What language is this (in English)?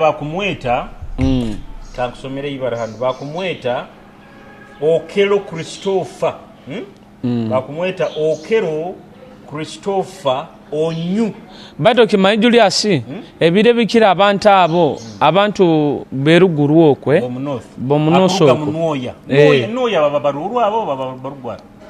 Nyoro